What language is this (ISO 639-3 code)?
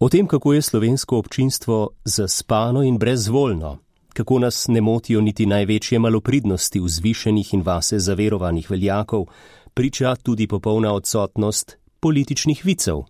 slv